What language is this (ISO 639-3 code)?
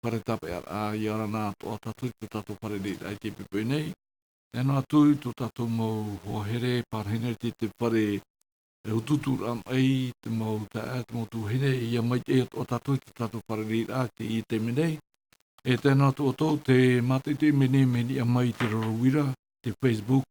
tah